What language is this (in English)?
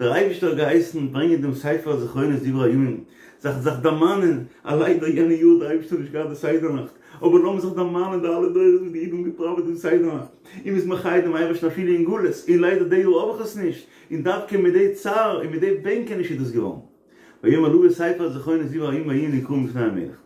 Yiddish